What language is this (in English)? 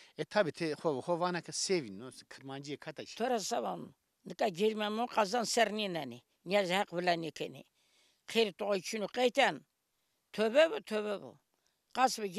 Zaza